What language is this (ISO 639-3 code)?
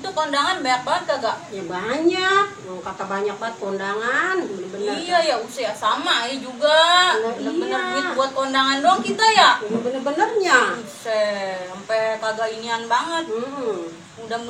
bew